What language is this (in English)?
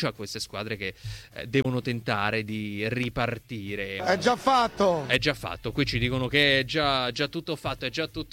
Italian